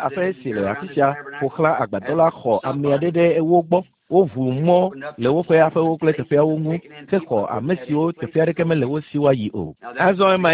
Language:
Ewe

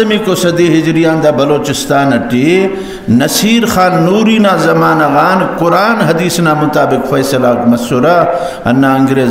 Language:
Brahui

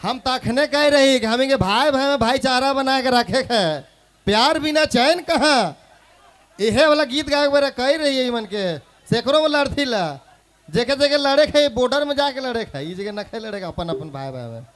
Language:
Sadri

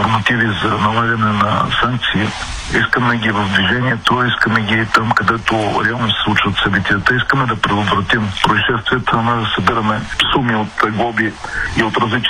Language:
Bulgarian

